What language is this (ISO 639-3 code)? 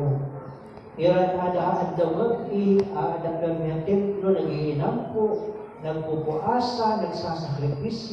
war